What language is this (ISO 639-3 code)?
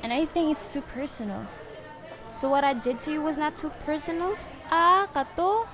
ceb